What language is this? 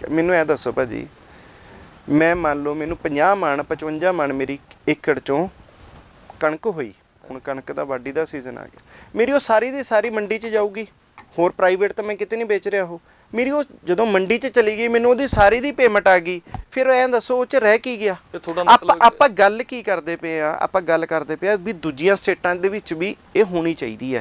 Punjabi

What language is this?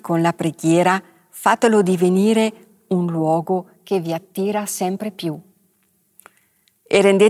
Italian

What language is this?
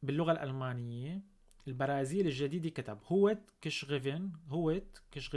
North Levantine Arabic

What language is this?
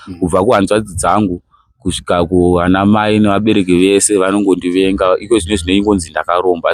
Shona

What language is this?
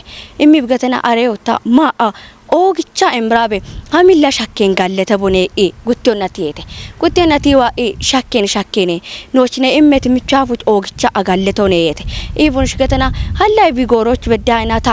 Kafa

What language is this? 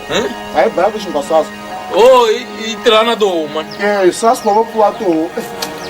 Tsonga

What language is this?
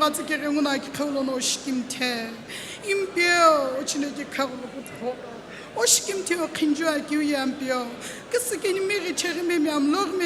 Sumi Naga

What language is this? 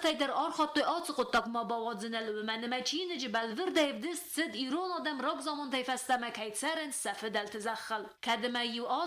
Ossetic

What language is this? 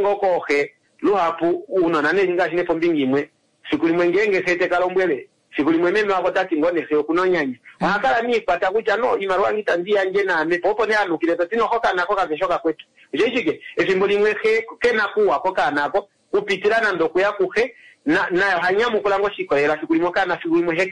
Kuanyama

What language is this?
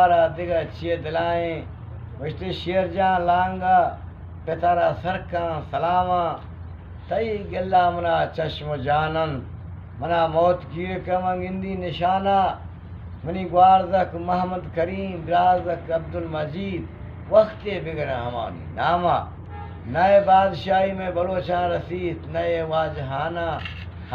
Eastern Balochi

